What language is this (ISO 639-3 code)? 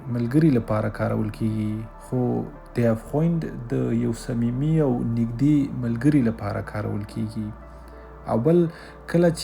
pus